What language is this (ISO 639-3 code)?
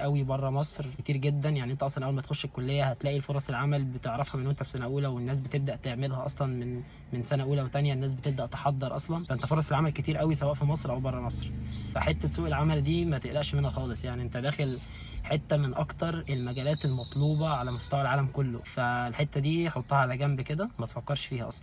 arz